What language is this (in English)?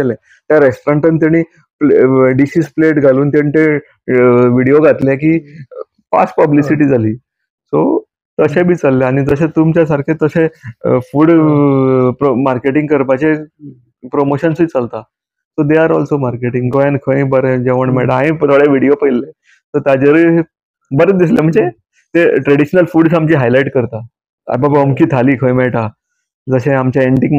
Konkani